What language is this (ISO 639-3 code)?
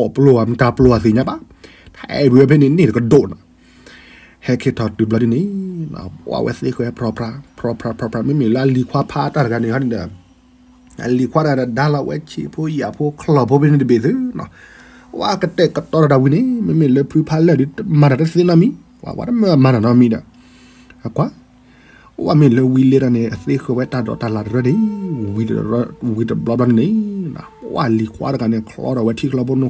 ksw